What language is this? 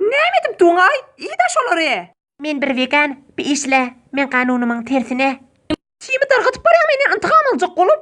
Turkmen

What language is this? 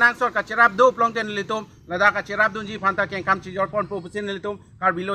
Karbi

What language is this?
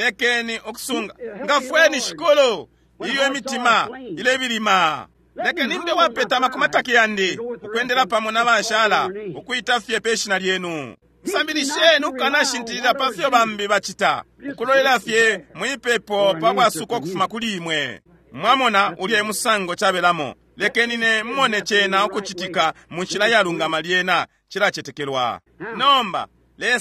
Bemba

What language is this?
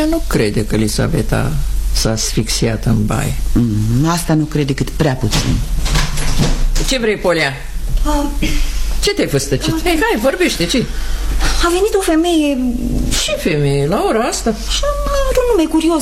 Romanian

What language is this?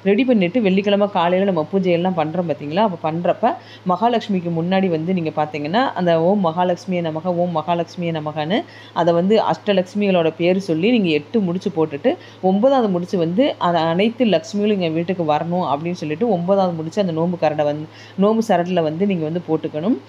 Tamil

